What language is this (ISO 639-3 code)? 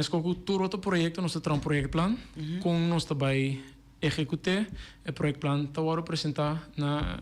pap